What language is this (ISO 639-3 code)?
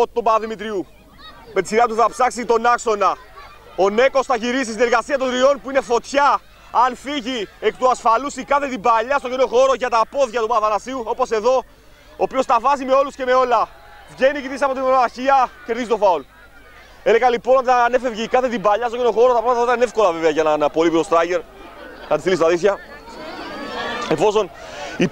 ell